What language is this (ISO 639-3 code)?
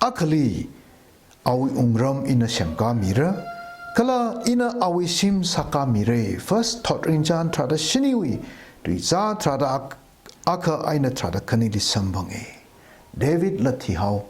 nmf